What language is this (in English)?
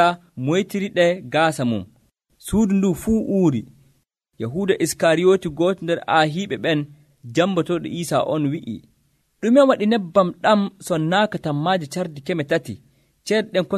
Nigerian Fulfulde